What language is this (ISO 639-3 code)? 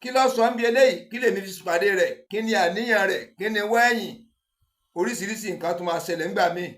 yor